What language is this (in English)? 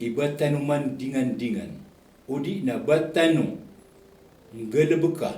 Maranao